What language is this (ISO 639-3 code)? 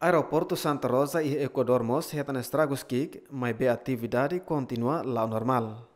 tet